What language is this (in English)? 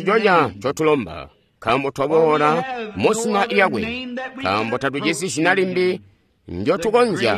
Tonga (Zambia)